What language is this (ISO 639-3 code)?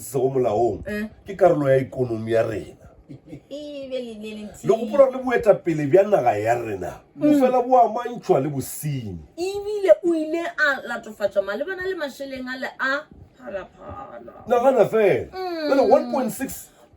nso